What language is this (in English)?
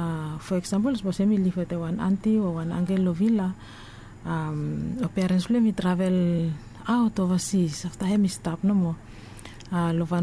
Bislama